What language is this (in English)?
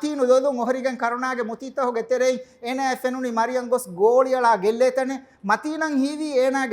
Divehi